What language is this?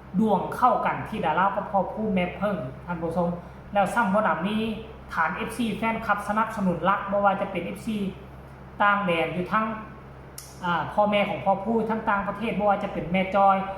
Northeastern Thai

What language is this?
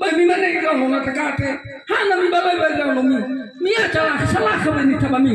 Nias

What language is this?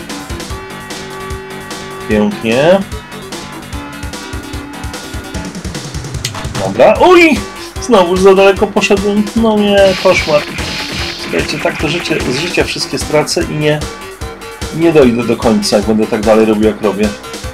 Polish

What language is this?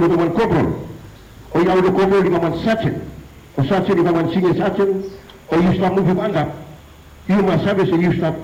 Bislama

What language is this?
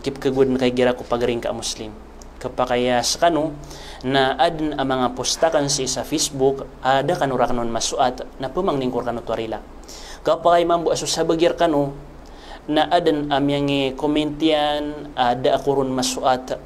Maranao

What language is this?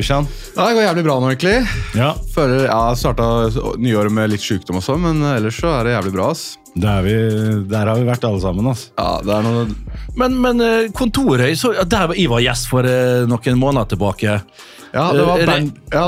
Norwegian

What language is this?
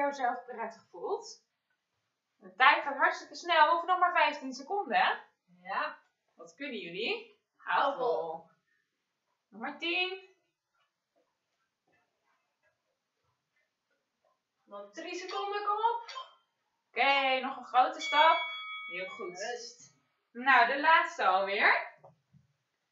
Dutch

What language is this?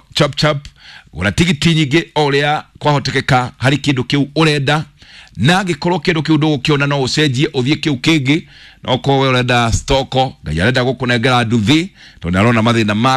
Kikuyu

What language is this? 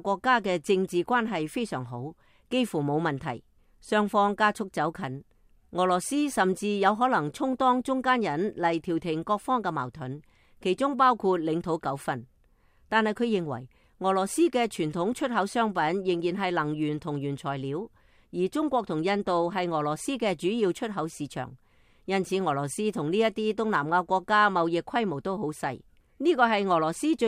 Cantonese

